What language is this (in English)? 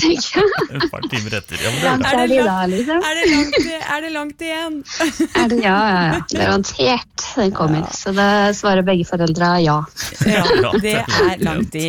Norwegian